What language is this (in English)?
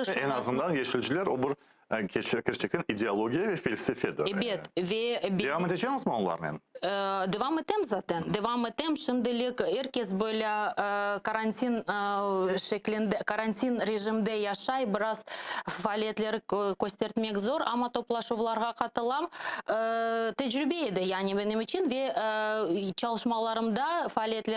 Crimean Tatar